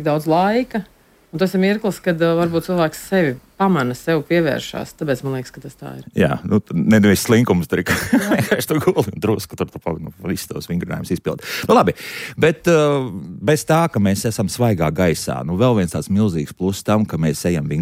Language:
Latvian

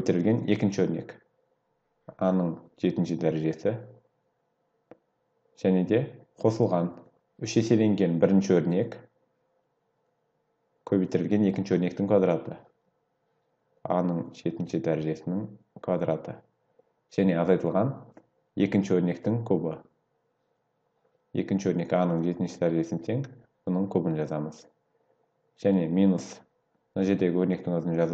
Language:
Kazakh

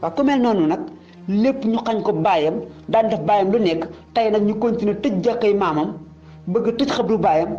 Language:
Wolof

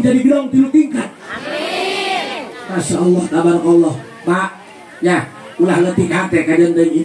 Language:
Sundanese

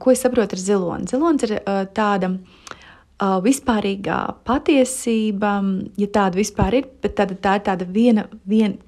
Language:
Latvian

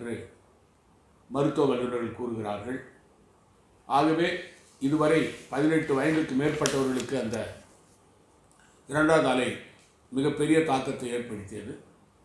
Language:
Tamil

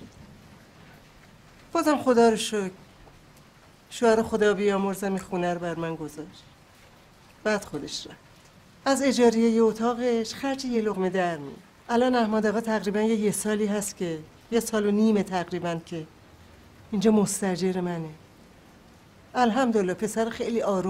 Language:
Persian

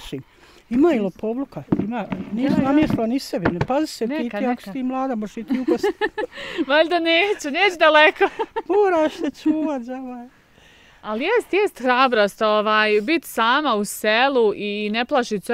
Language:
Bosnian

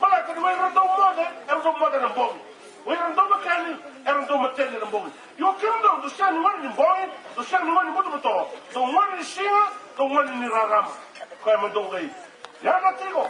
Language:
Fijian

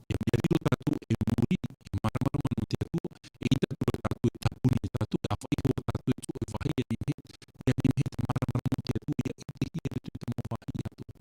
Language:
Tahitian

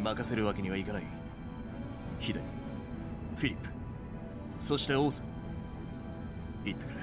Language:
Japanese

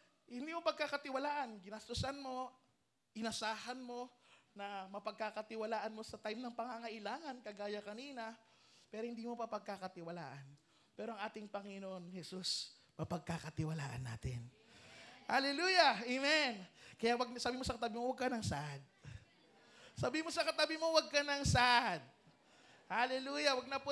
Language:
Filipino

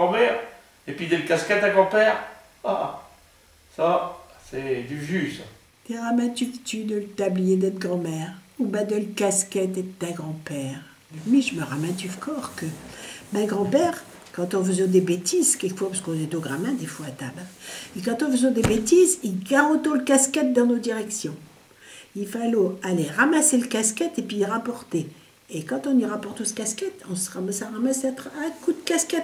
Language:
Picard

